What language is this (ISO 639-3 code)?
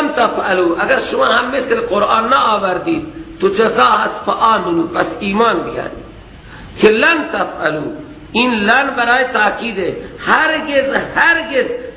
fas